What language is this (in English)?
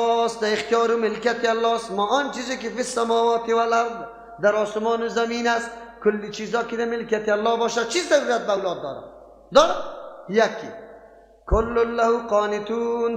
Persian